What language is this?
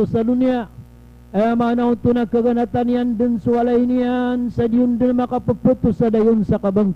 Maranao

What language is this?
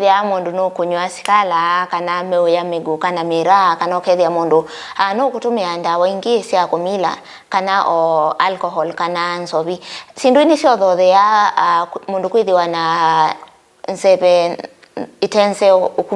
Kamba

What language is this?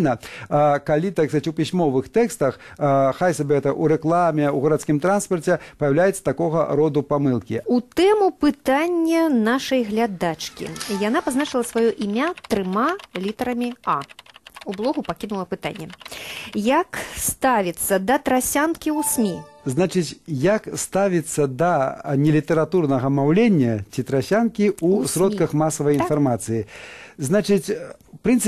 Belarusian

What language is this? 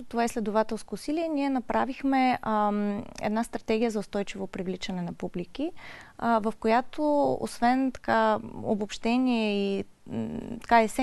Bulgarian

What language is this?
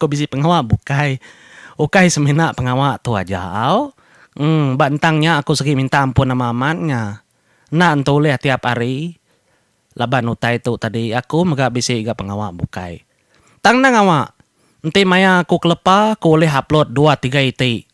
Iban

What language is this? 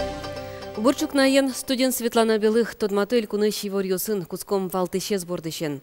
Udmurt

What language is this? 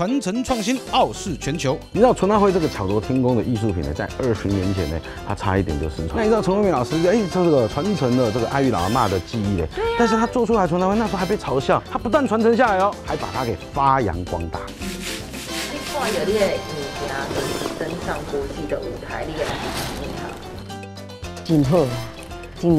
Chinese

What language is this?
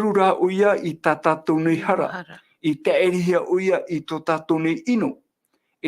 Tahitian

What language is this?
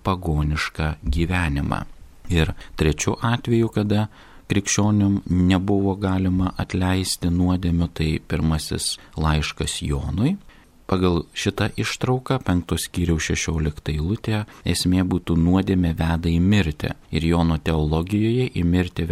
Lithuanian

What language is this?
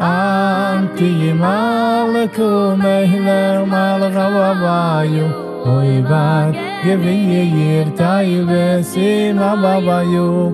Yiddish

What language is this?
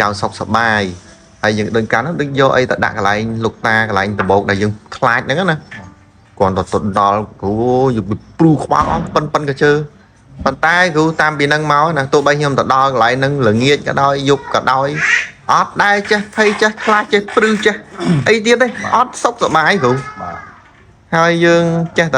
Khmer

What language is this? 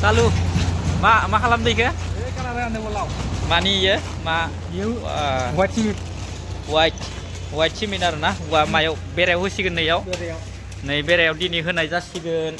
Bodo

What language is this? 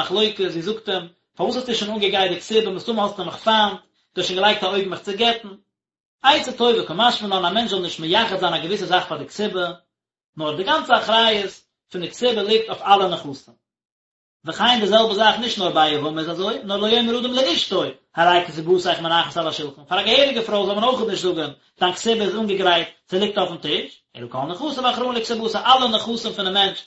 Yiddish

